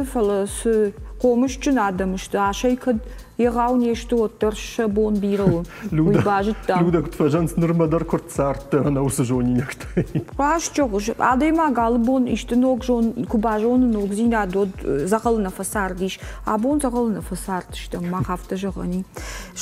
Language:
Ossetic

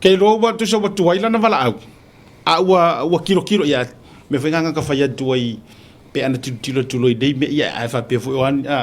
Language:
Samoan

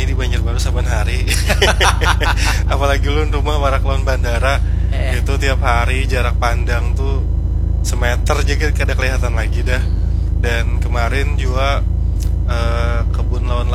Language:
Banjar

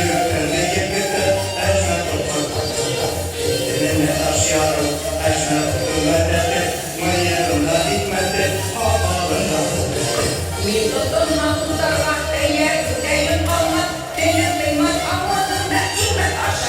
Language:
Bashkir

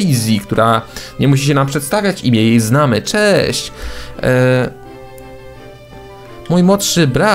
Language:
Polish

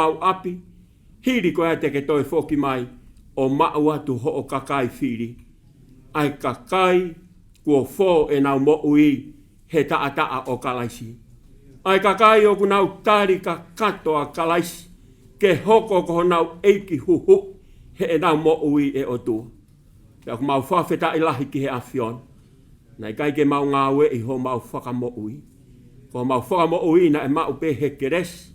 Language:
Tongan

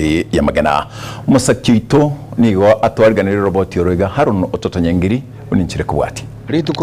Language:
Gusii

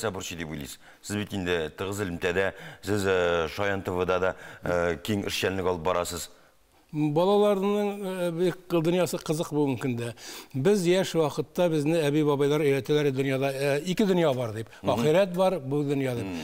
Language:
Tatar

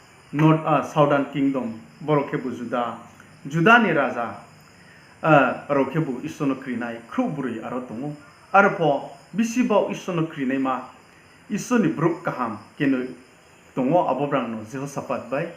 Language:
Riang (India)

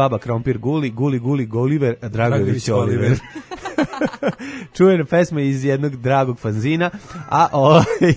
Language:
Serbian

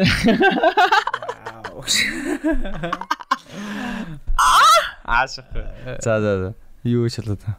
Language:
Mongolian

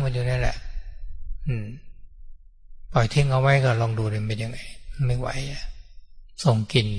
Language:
Thai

